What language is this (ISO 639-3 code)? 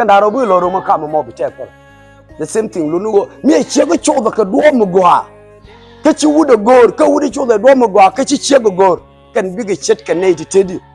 nus